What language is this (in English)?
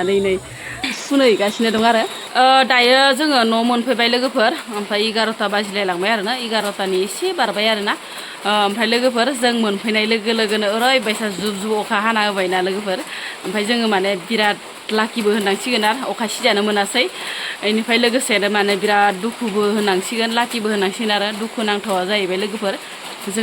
Bodo